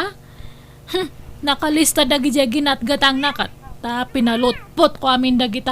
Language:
Iloko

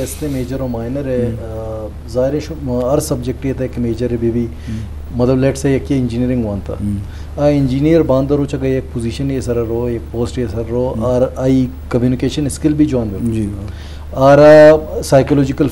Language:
Eastern Balochi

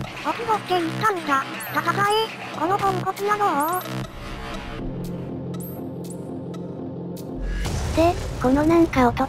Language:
Japanese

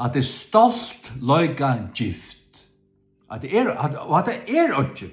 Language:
Faroese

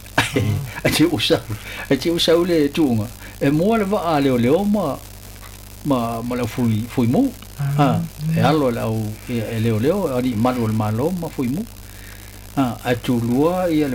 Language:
Samoan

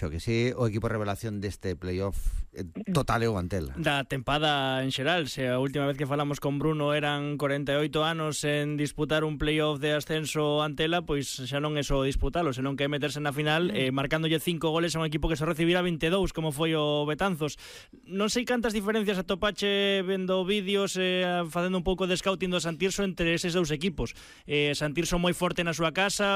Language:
Galician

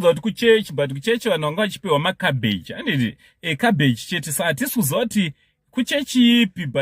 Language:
Shona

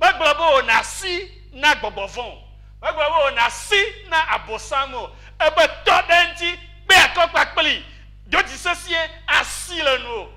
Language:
Ewe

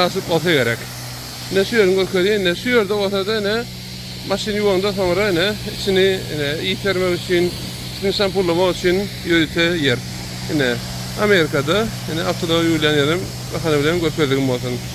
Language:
Turkmen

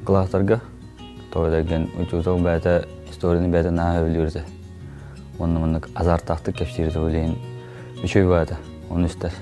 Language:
Yakut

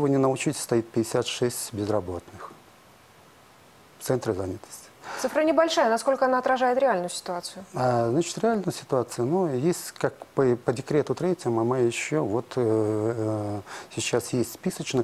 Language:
Russian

